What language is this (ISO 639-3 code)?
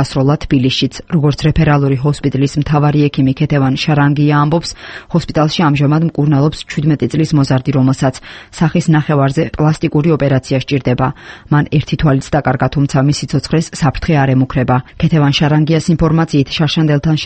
kat